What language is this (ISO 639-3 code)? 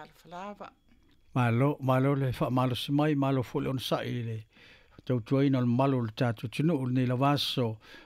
smo